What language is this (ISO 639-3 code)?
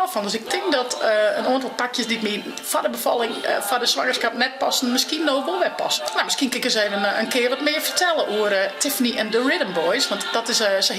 fry